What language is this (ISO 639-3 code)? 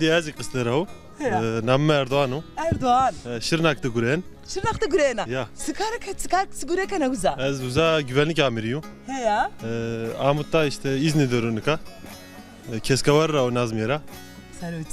zza